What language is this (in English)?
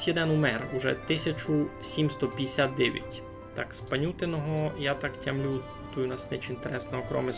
Rusyn